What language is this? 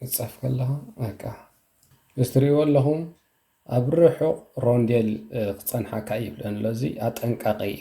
Tigrinya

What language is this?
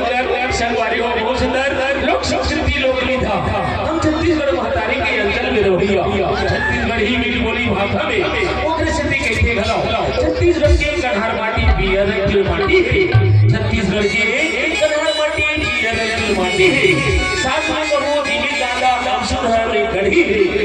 Chhattisgarhi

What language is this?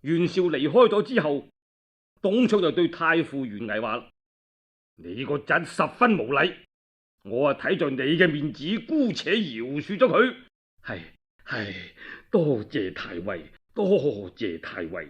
Cantonese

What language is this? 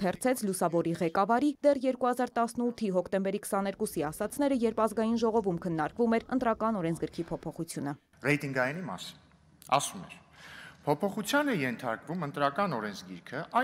Armenian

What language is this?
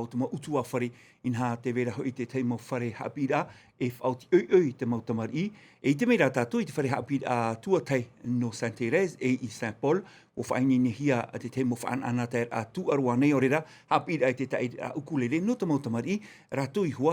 Tahitian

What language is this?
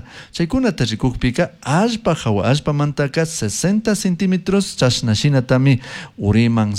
Chimborazo Highland Quichua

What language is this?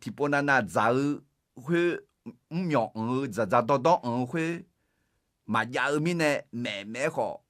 Akha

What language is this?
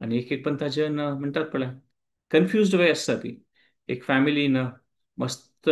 Konkani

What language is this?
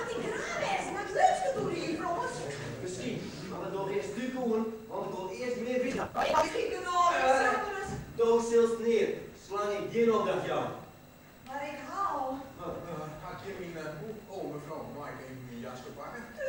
Western Frisian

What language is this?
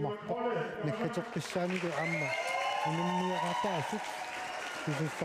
Kalaallisut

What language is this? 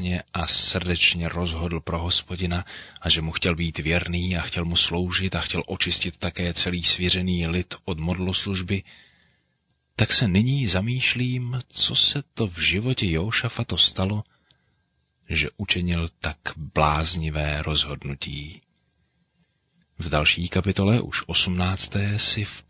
Czech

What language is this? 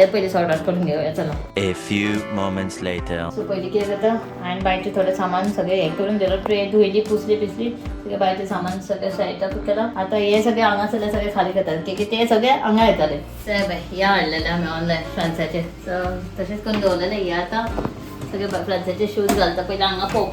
Konkani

